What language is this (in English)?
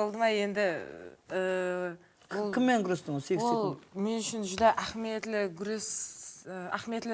Kara-Kalpak